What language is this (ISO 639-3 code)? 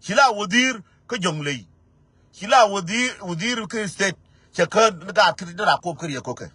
nus